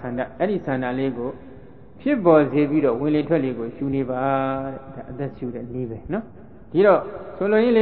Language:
Burmese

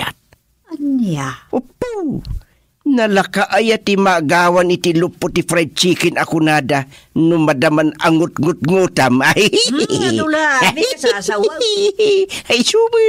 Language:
Iloko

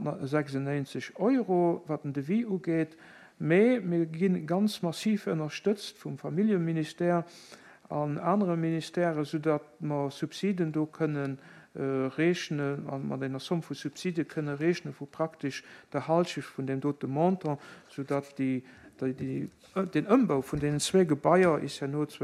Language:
Luxembourgish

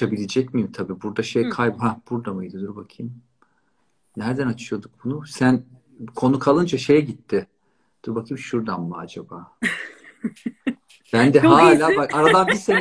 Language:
Turkish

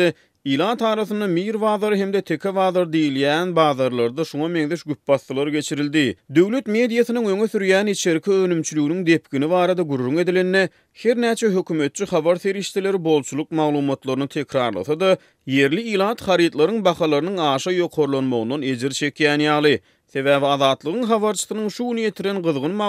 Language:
Turkmen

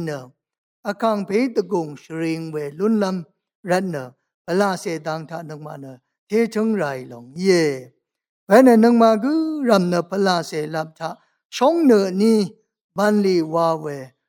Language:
Rawang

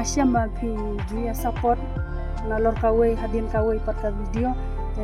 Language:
Khasi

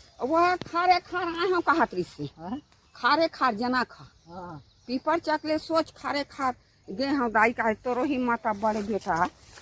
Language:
Chhattisgarhi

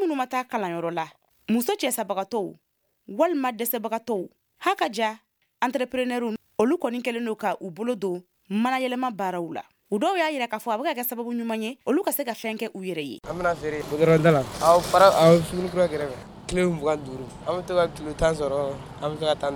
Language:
Bambara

